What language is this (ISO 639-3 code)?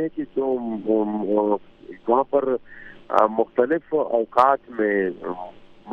urd